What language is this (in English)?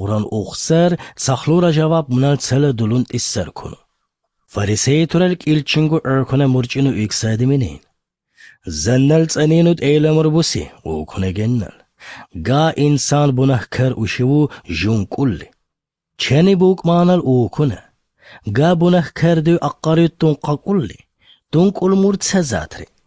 Albanian